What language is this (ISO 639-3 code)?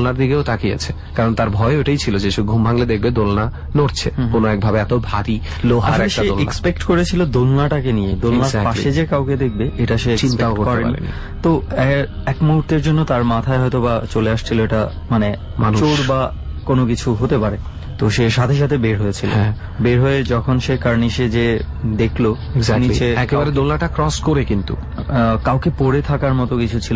ben